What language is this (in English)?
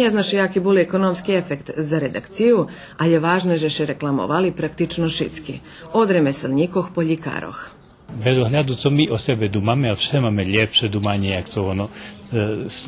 Rusyn